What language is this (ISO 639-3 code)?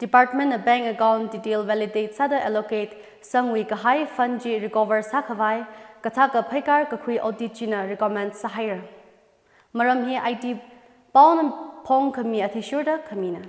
nmf